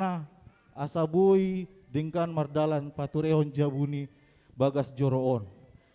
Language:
Batak Toba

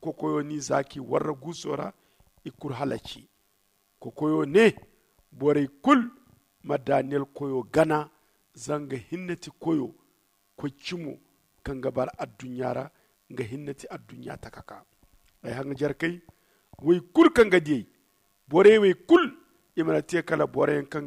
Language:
Zarma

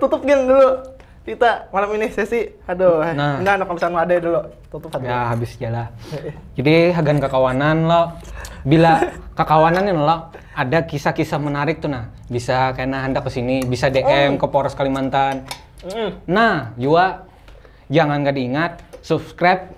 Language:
Banjar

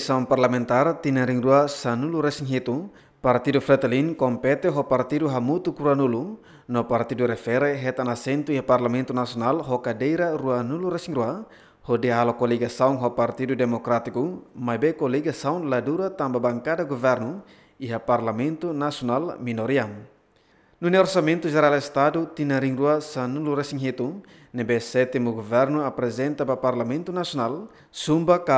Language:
Tetum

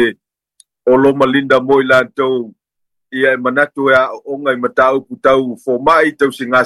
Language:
Samoan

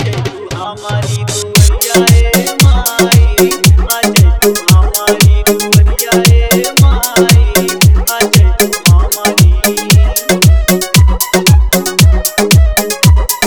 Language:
Bhojpuri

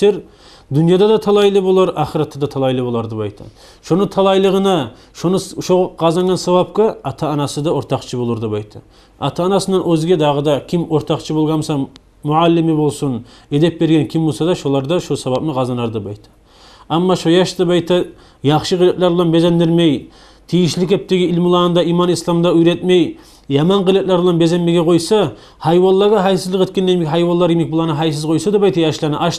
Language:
Kumyk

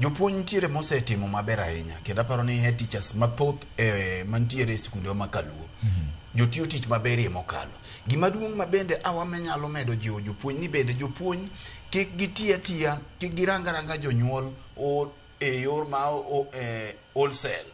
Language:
Luo (Kenya and Tanzania)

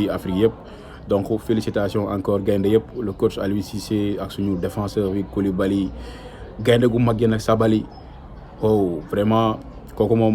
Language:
Wolof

